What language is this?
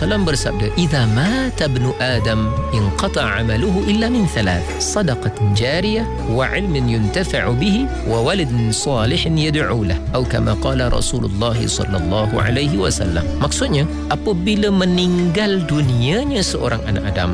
Malay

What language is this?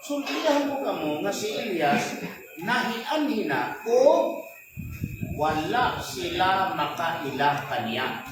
Cebuano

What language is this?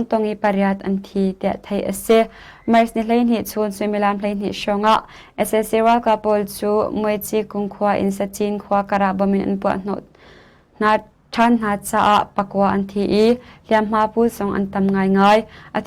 Hakha Chin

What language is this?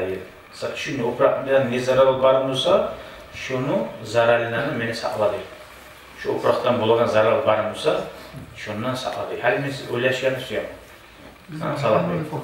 Kumyk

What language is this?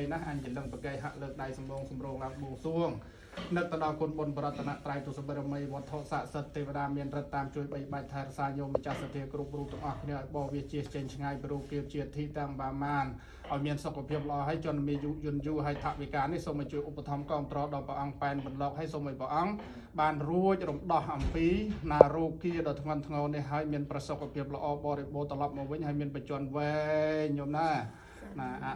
Khmer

